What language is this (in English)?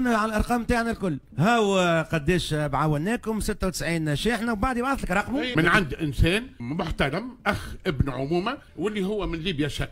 Tunisian Arabic